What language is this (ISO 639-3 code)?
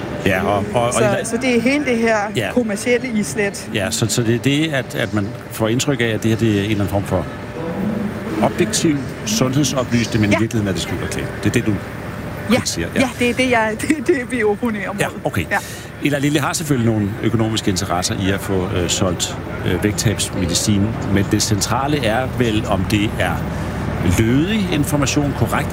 dan